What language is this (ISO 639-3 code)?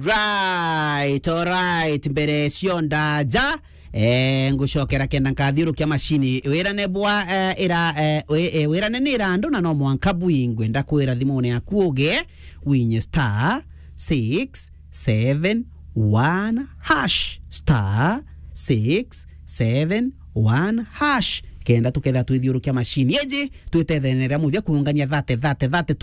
mer